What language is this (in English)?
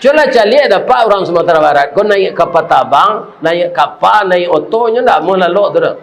Minangkabau